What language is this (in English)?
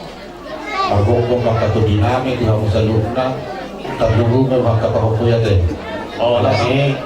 Batak Toba